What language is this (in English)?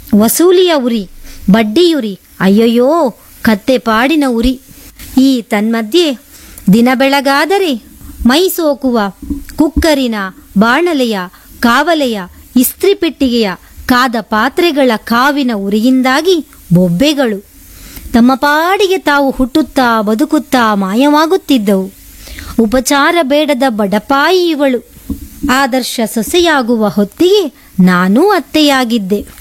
Kannada